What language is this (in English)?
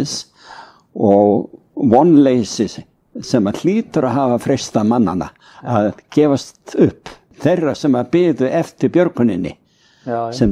Icelandic